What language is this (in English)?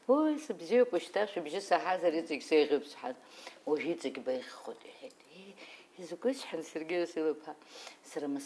Abkhazian